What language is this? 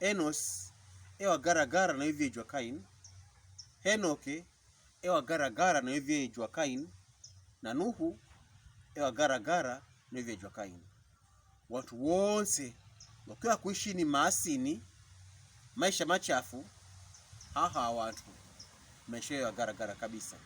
Pokomo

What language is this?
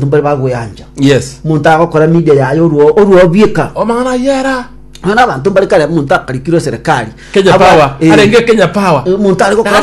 Gusii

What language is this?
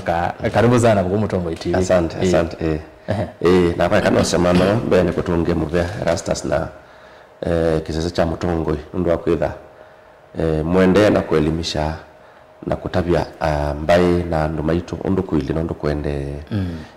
Kamba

